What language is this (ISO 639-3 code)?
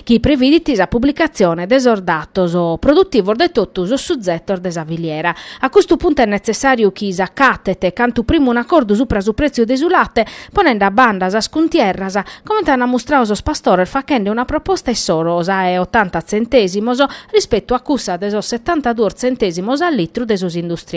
srd